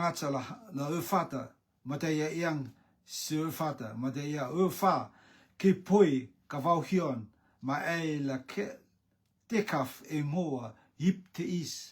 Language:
Rotuman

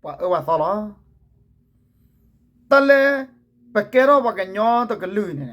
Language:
S'gaw Karen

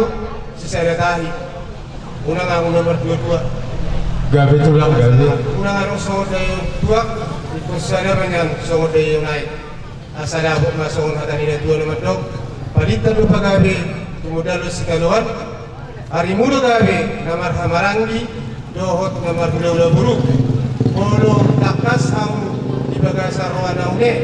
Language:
Batak Toba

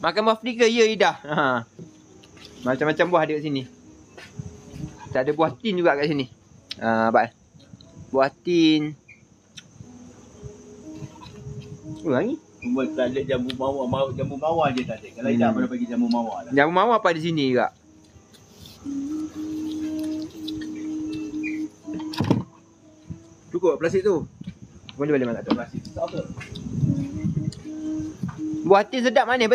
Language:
Malay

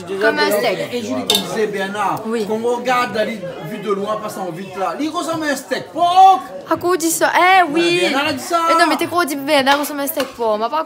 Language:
Réunion Creole French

